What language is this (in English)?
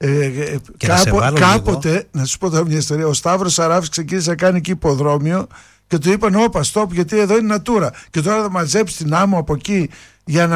Greek